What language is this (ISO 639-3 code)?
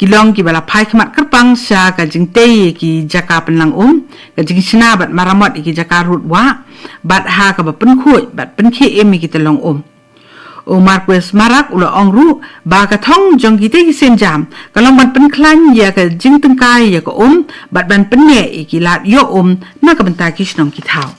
kha